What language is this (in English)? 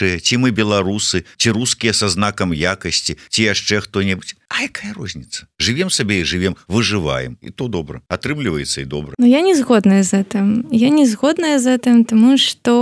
Belarusian